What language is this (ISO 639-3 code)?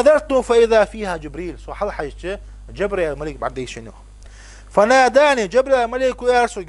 inh